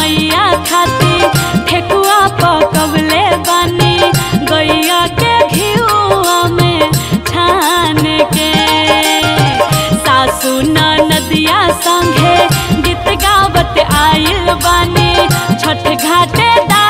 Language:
Bhojpuri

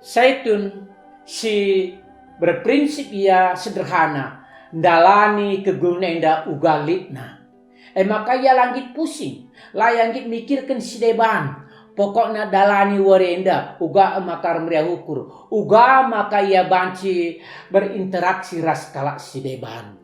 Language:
Batak Karo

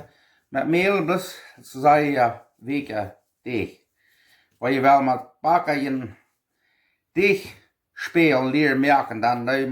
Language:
Plautdietsch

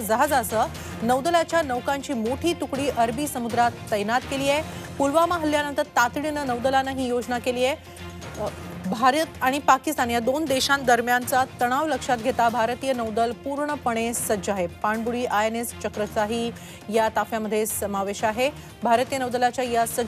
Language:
Marathi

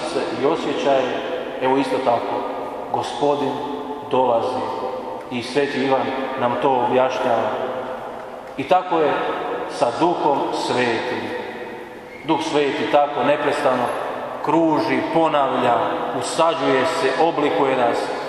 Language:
Croatian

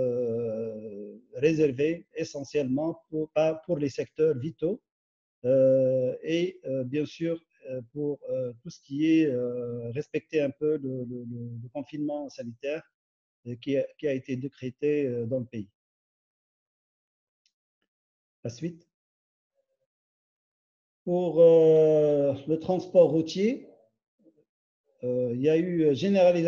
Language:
French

